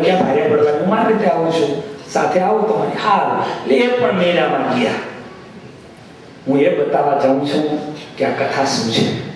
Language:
Gujarati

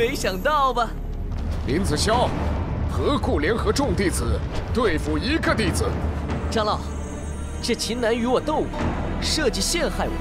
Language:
Chinese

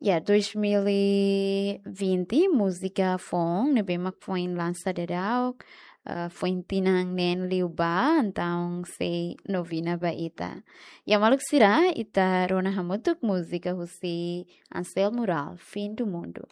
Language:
Tetum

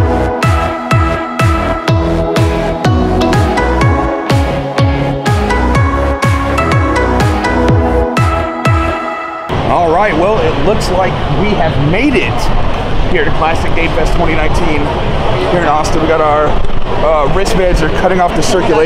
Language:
English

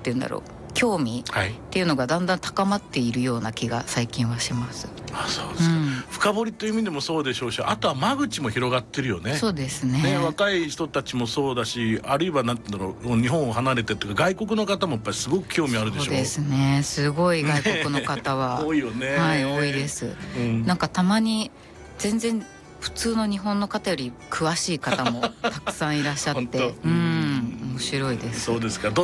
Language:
Japanese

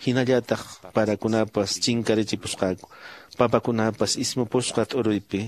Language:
Quechua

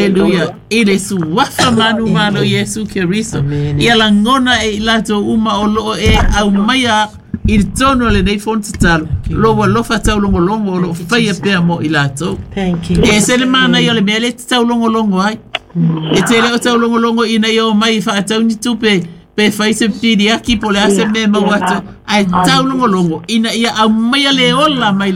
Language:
Samoan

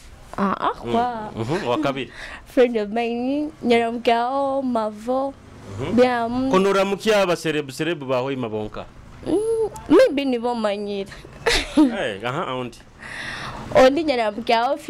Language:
Nyoro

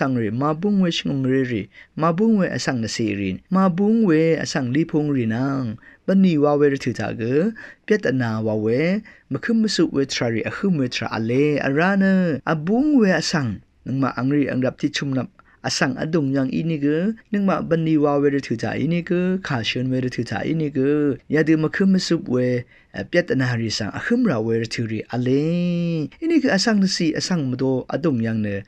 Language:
Rawang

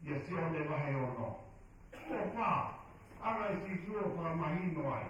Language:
Tongan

